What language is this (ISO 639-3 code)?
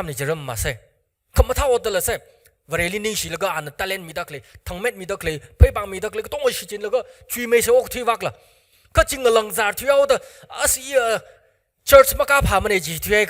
nmf